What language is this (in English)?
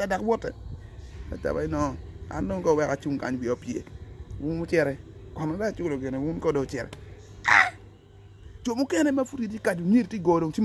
Acoli